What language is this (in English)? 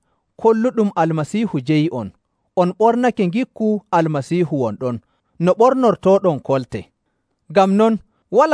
Nigerian Fulfulde